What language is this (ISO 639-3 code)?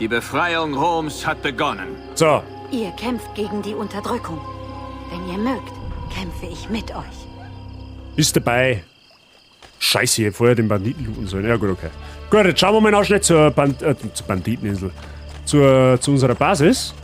bar